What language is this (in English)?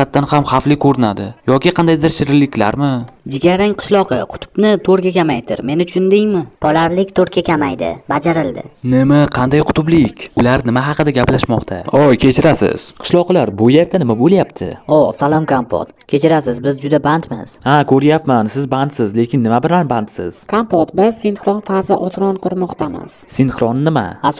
Uzbek